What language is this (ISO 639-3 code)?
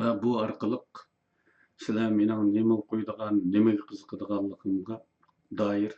uig